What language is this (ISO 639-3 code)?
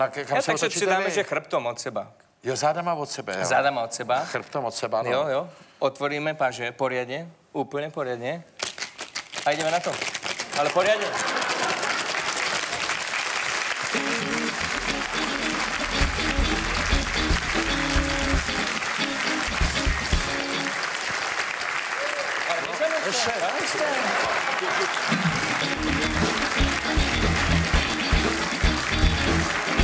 ces